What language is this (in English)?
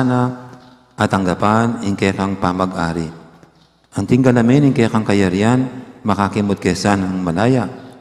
Pampanga